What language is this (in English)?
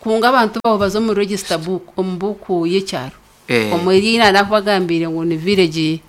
Nyankole